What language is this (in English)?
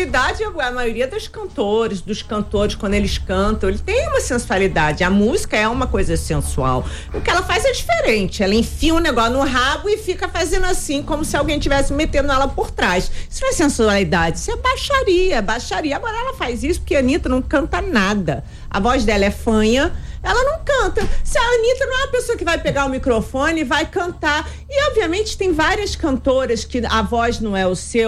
Portuguese